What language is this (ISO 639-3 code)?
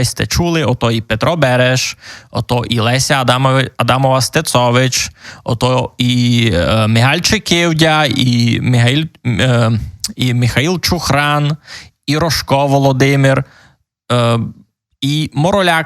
rue